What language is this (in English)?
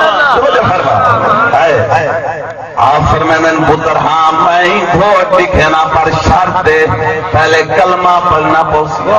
Saraiki